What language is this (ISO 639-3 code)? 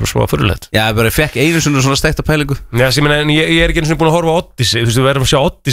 isl